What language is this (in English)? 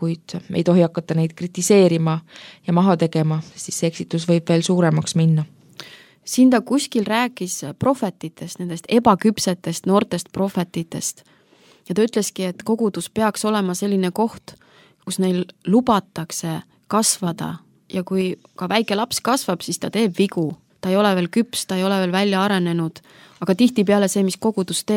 Estonian